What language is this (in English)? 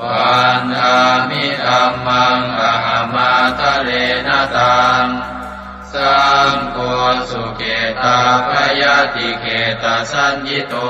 Pali